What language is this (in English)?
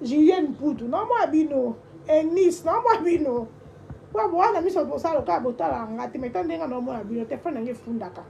Lingala